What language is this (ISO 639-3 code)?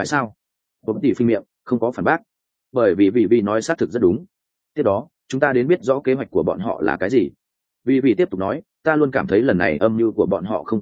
vie